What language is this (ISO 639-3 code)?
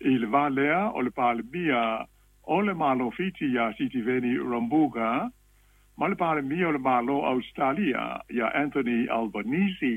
smo